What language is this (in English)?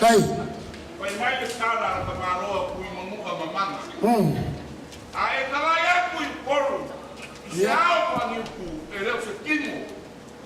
Samoan